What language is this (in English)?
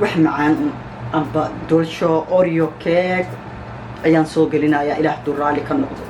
Somali